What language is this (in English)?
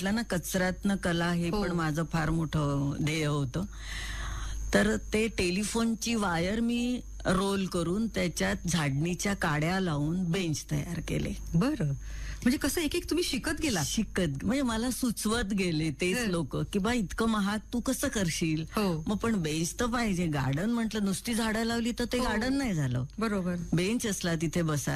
Marathi